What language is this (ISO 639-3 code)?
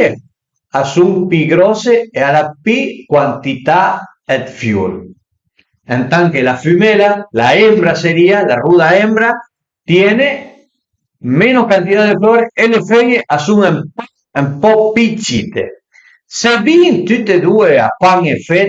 pms